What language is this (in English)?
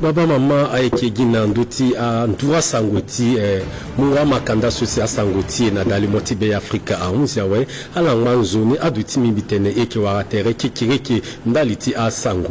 Sango